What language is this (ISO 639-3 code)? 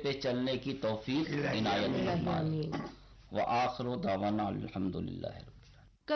urd